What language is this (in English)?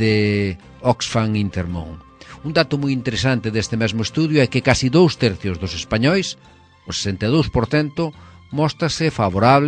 Galician